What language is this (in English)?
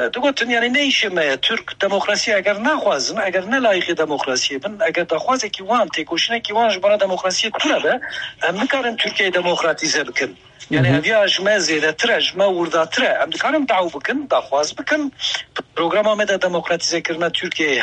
Kurdish